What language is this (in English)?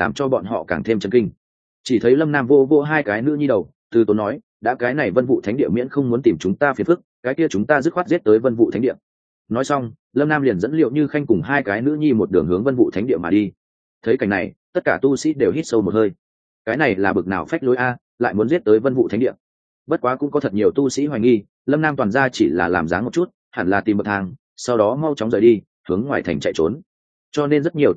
Vietnamese